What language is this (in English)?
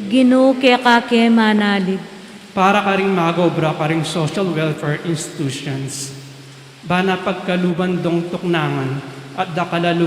Pampanga